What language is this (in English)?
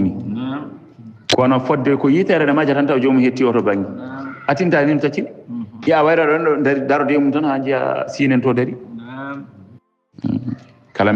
Fula